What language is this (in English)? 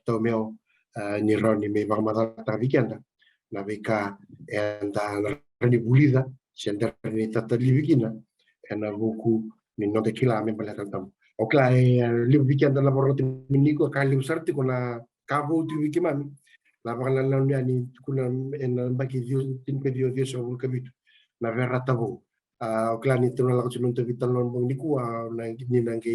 Fijian